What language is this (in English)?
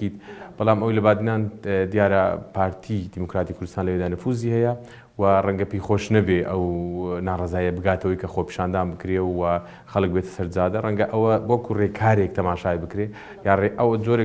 Central Kurdish